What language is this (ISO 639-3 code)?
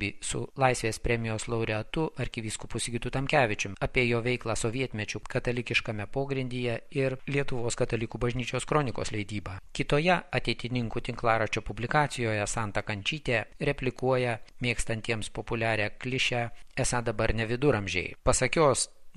lit